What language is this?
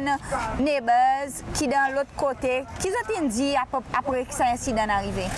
Seselwa Creole French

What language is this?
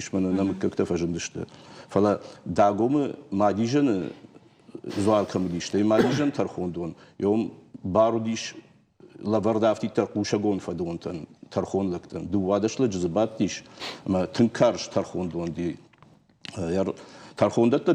Ossetic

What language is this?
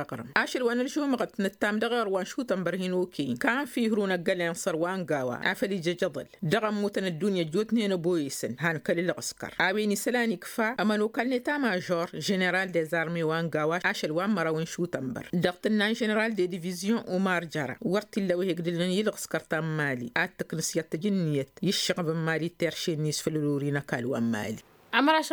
Tamasheq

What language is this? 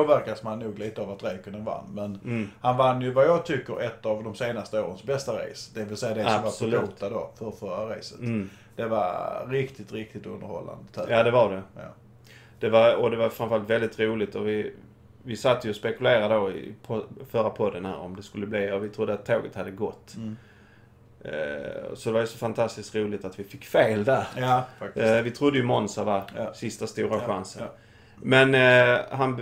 Swedish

